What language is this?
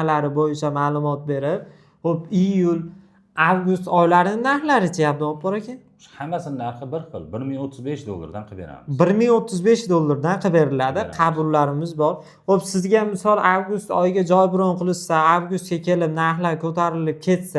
Uzbek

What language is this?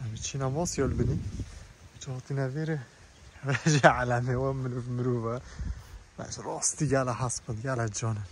Kurdish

